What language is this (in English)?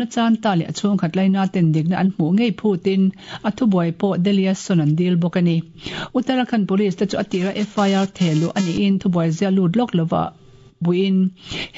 Mizo